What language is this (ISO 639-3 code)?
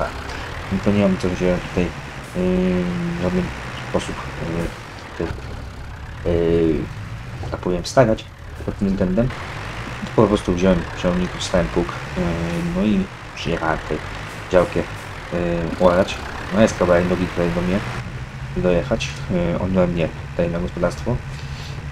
pol